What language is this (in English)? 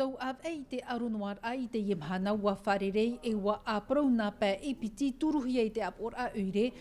Tahitian